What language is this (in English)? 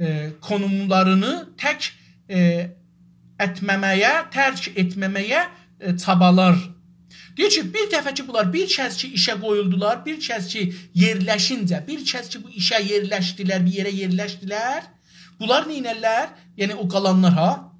South Azerbaijani